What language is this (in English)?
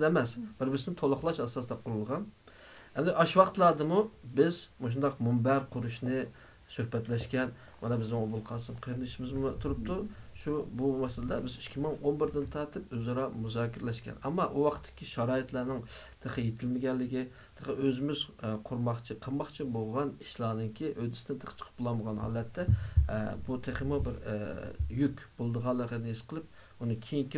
Uyghur